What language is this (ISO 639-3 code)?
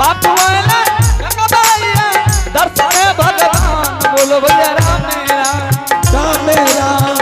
anp